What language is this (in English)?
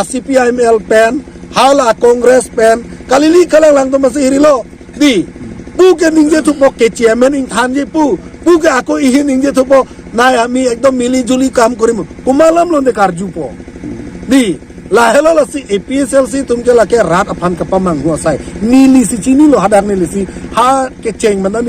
Karbi